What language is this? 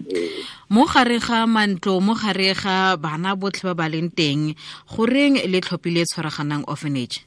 Tswana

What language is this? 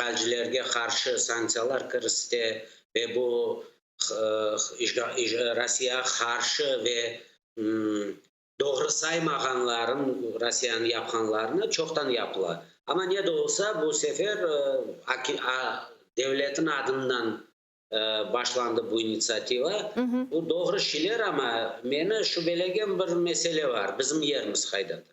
Crimean Tatar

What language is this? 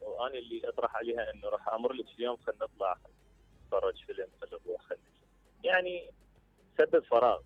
Mesopotamian Arabic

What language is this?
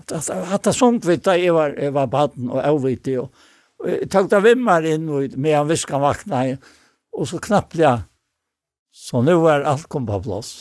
Faroese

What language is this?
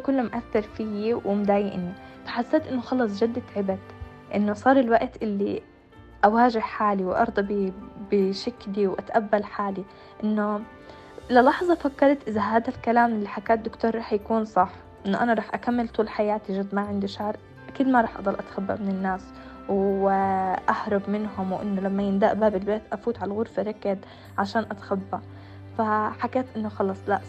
North Levantine Arabic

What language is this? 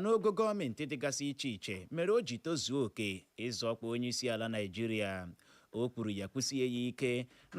Igbo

